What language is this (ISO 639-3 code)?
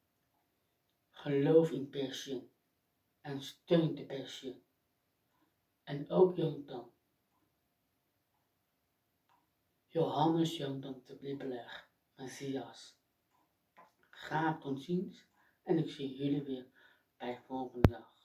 nld